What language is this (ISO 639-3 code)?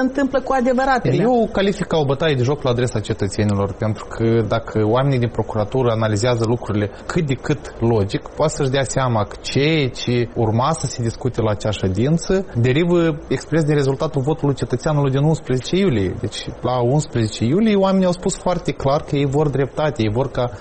ron